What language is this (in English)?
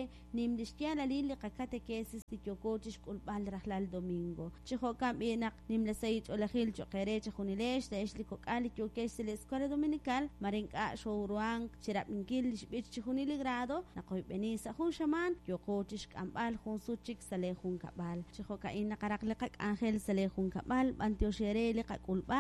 Kekchí